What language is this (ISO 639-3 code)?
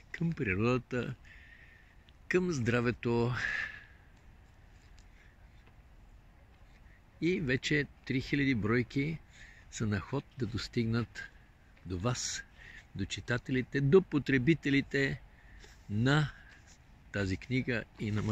bul